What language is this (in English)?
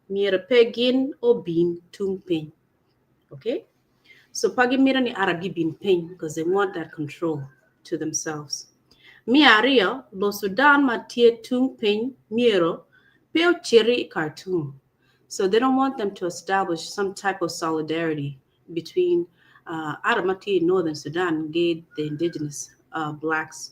Acoli